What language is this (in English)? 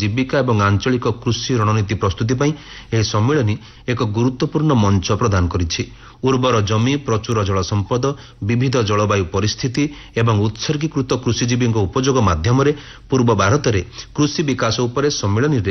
Odia